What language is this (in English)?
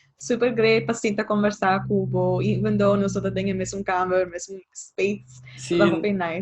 Papiamento